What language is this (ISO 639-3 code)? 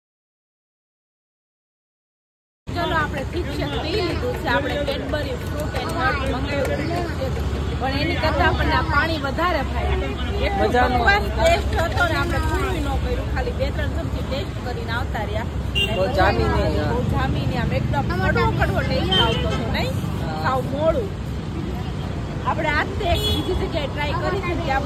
guj